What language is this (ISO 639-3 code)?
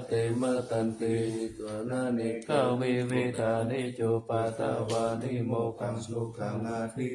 pli